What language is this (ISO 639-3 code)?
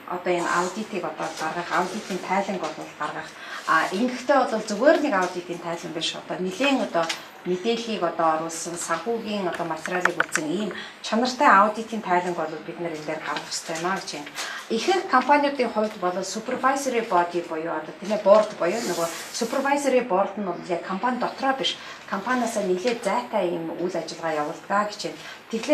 mon